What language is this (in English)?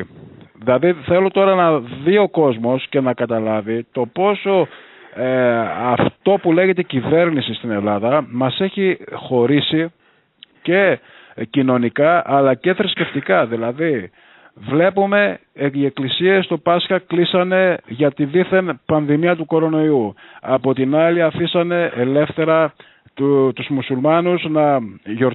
Greek